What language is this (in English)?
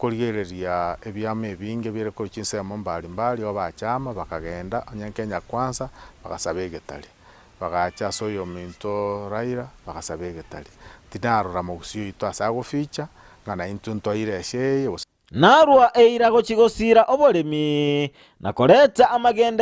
Gusii